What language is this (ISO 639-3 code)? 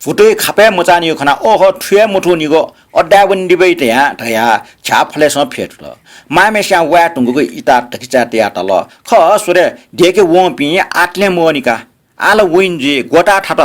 new